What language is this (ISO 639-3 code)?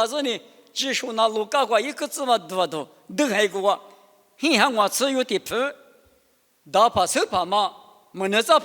lis